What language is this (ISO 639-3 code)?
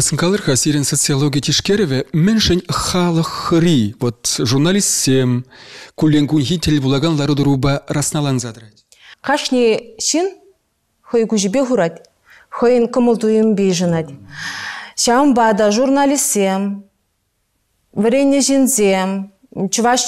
chv